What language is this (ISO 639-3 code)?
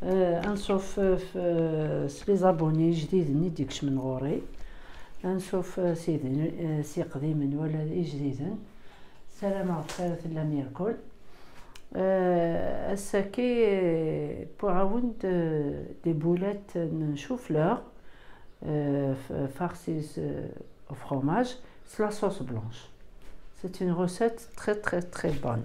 kab